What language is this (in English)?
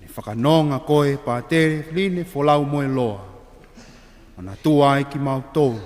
Tongan